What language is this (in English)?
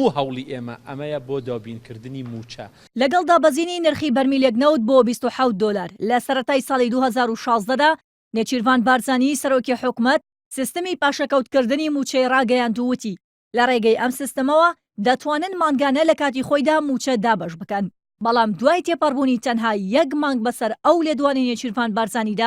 Central Kurdish